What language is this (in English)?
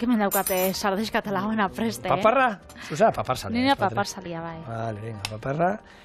Basque